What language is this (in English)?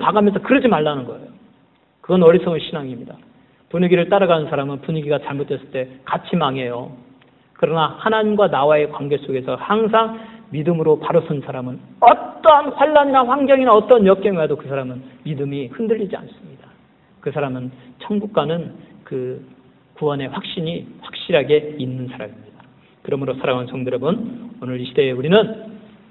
Korean